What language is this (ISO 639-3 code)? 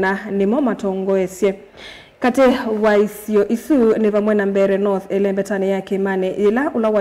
kam